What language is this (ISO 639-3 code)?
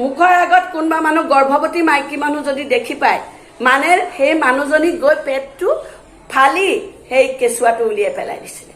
asm